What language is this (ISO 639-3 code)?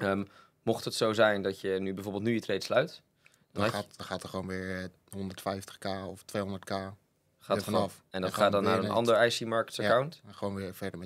nld